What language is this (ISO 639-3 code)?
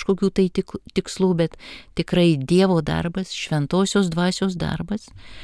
lit